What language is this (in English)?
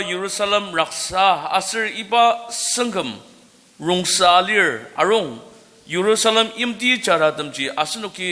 Ao Naga